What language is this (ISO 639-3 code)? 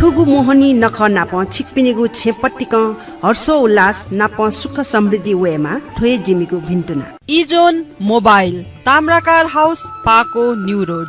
new